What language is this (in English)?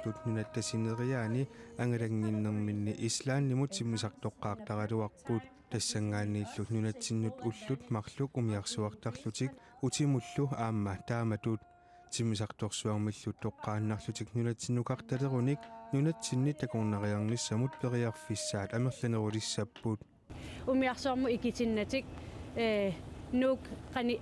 Kalaallisut